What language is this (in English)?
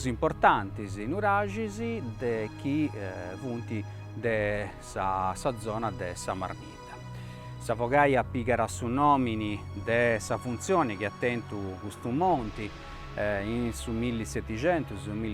Sardinian